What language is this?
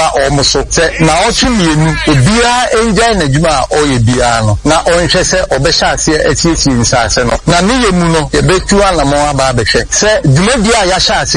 Akan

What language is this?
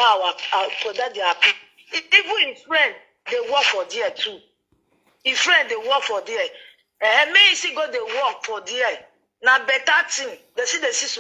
Nigerian Pidgin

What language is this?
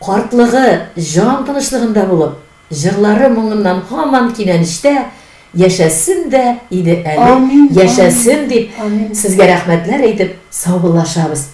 Tatar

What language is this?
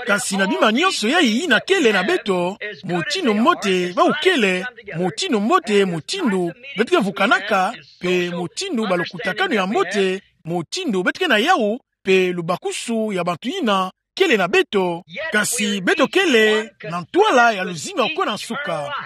Kituba (Democratic Republic of Congo)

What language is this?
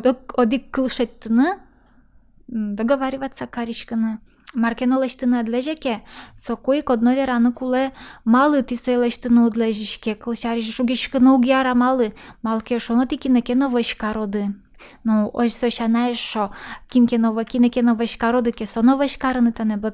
Udmurt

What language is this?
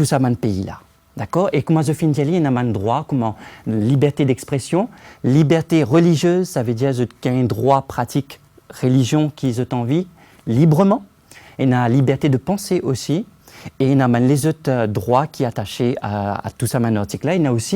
Morisyen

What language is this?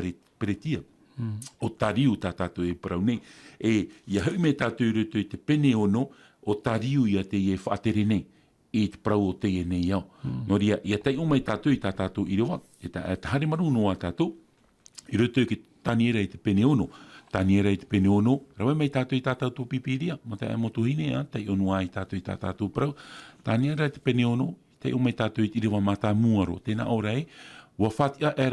Tahitian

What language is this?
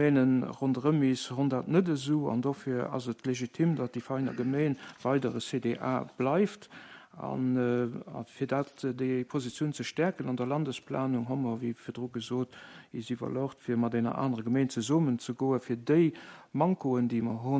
Luxembourgish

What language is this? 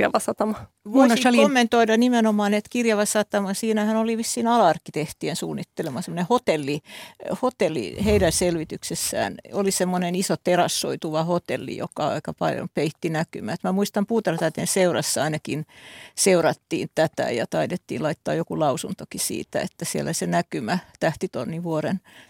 Finnish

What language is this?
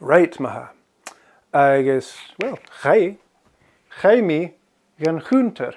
Scottish Gaelic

